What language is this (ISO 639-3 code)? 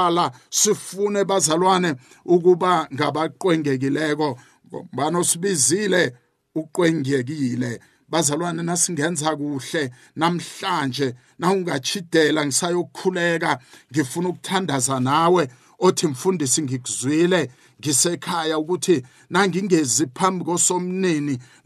nbl